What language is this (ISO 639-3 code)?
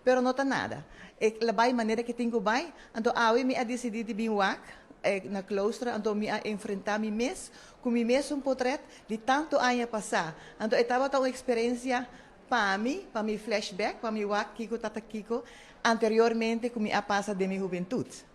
pap